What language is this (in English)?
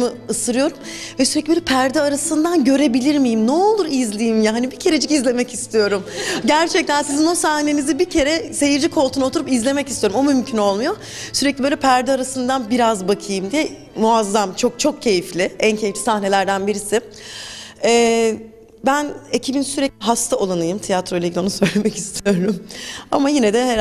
Turkish